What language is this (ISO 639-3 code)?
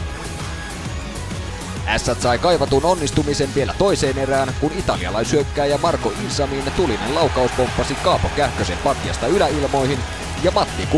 fin